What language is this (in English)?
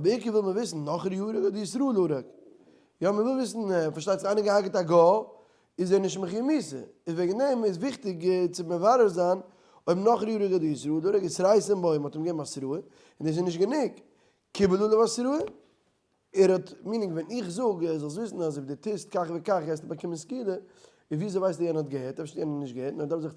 Yiddish